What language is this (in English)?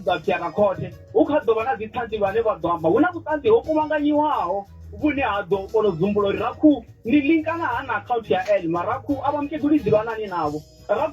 Venda